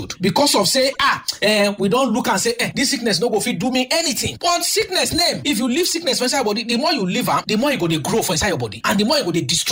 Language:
Nigerian Pidgin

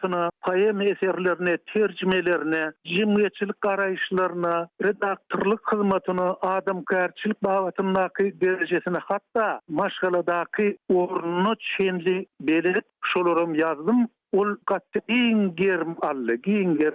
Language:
Turkmen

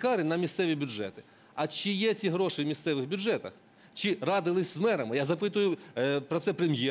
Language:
Ukrainian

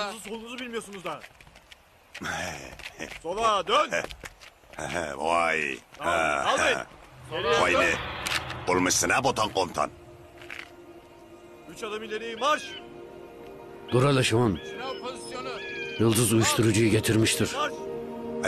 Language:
Turkish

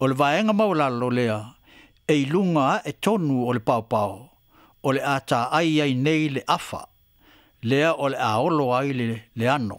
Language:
Samoan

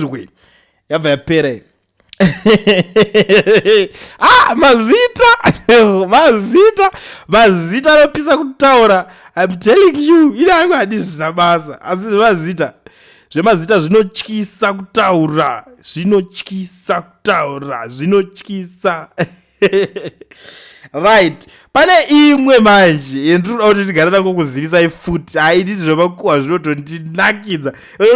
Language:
Shona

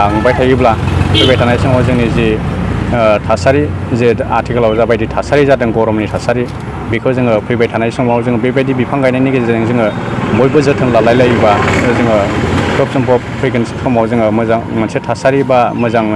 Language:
Bodo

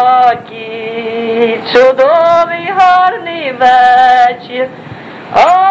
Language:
Ukrainian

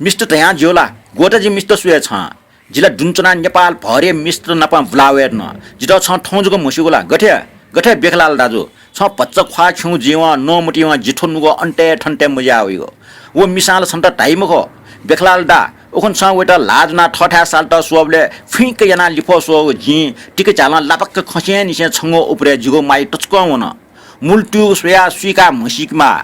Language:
Newari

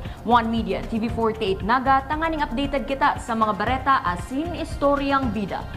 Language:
Bikol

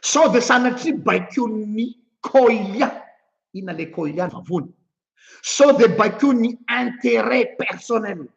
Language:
Malagasy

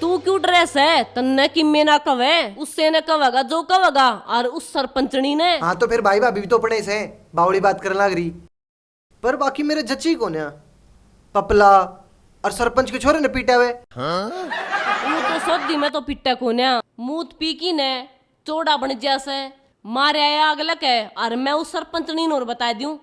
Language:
Haryanvi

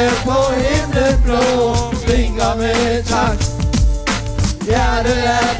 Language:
Danish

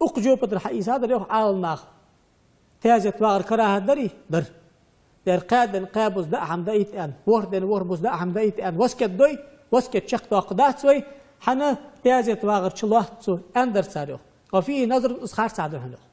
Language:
Ingush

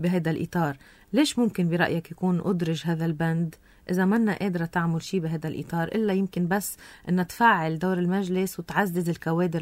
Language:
North Levantine Arabic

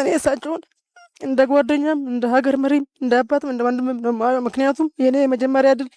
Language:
Amharic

